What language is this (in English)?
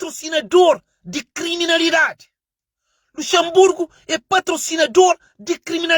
Kabuverdianu